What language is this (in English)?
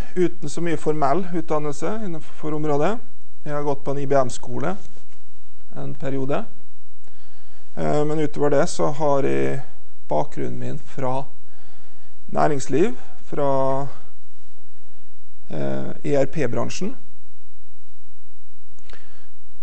Norwegian